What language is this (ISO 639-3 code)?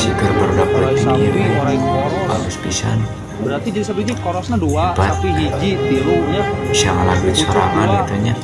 sun